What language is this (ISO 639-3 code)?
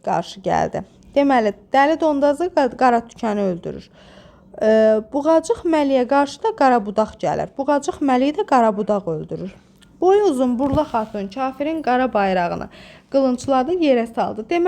aze